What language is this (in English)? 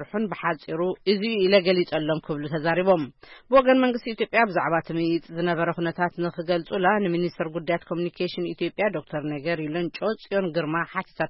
Tigrinya